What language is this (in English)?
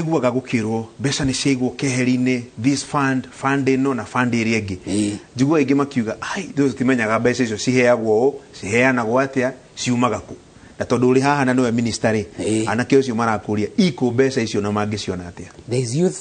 Kikuyu